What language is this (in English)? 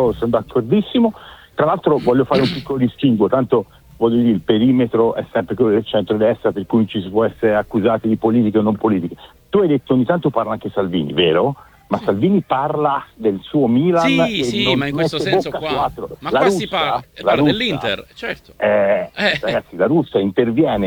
Italian